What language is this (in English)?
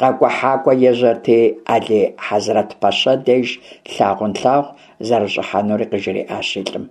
Kabardian